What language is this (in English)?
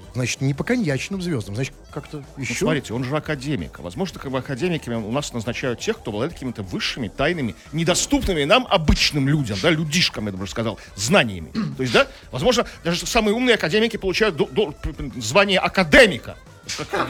Russian